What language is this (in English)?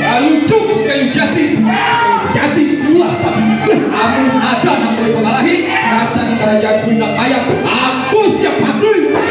Banjar